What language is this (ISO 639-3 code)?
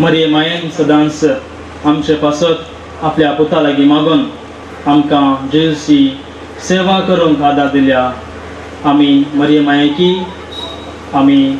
kok